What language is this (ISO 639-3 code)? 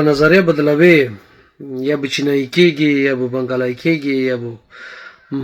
pus